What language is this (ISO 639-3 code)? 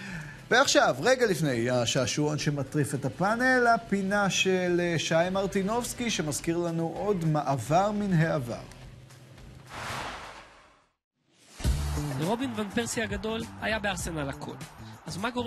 heb